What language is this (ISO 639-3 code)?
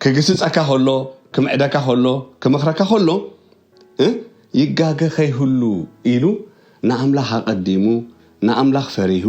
tir